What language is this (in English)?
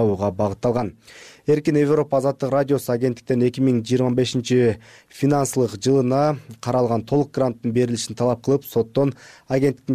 Kyrgyz